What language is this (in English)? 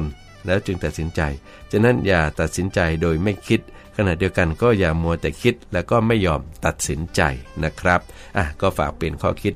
Thai